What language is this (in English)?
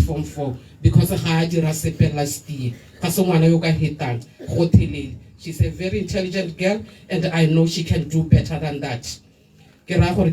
Tswana